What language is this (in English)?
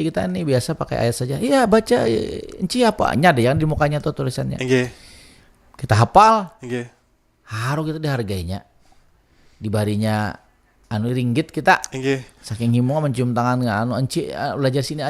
Banjar